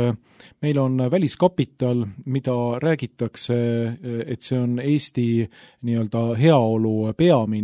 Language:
Estonian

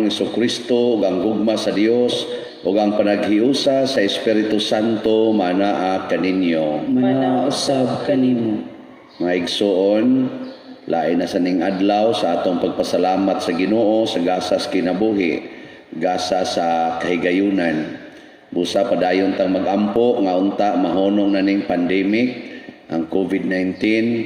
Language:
Cebuano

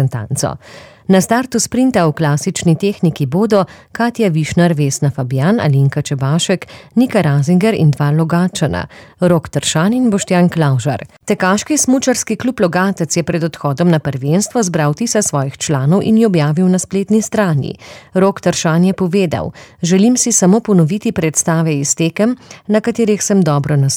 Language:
Slovenian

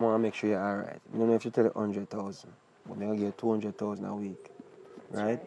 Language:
Jamaican Creole English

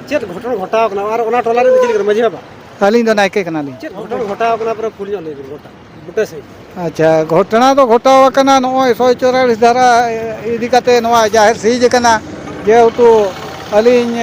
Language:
Santali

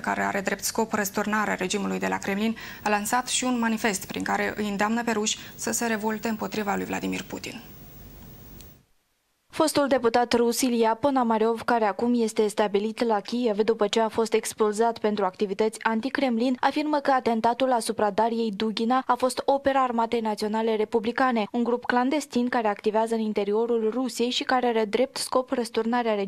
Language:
Romanian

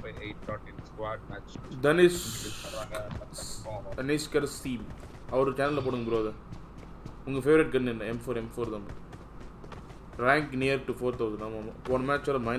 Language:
Tamil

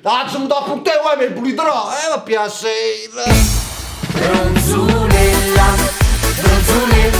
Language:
Neapolitan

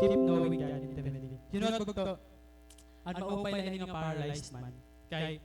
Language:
Waray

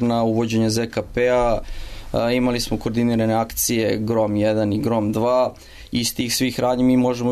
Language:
Serbian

